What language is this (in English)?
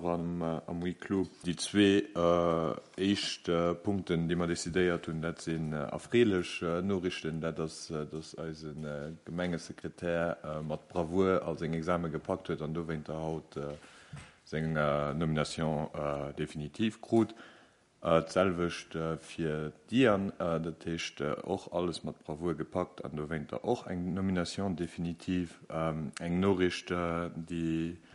Luxembourgish